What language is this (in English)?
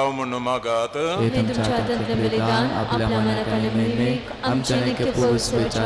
Konkani